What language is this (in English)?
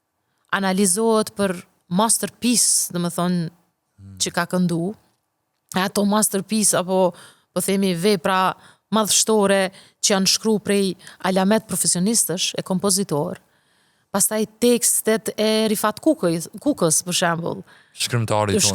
Albanian